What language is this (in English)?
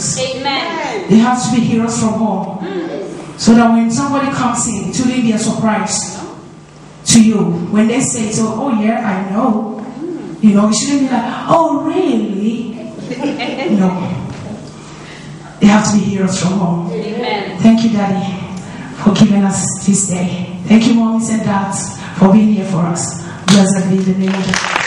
English